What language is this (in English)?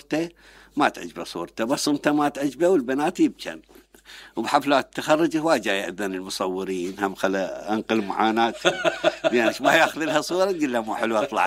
Mesopotamian Arabic